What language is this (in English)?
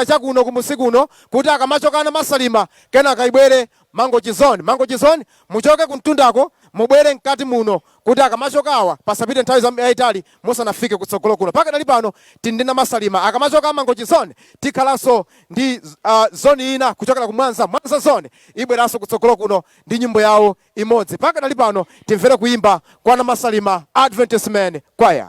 Nyanja